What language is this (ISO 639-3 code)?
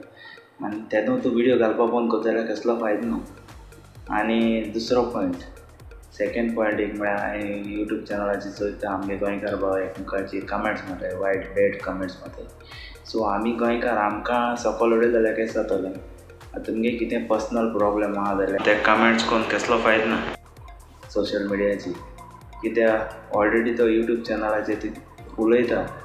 kok